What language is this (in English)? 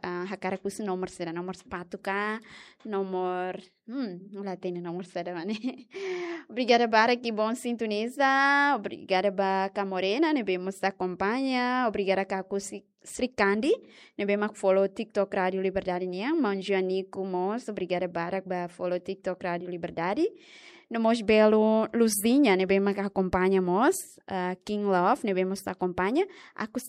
Tetum